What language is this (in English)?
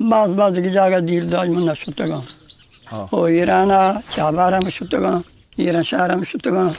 Eastern Balochi